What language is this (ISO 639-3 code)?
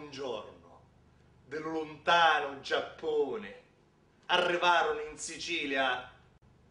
scn